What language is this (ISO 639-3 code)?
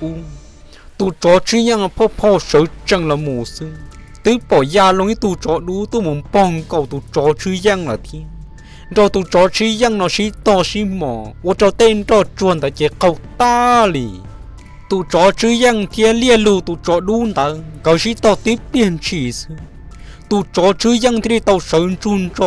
hmn